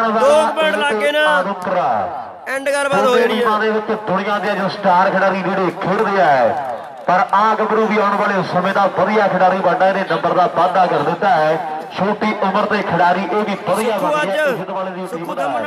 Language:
Punjabi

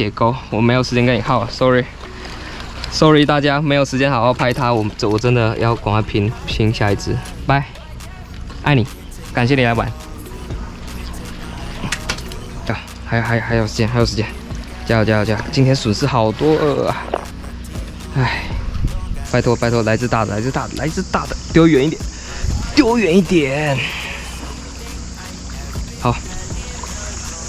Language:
Chinese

